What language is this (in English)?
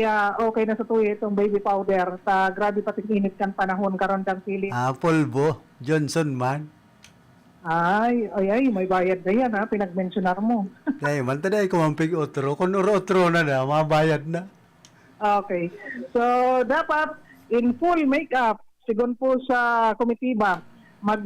Bikol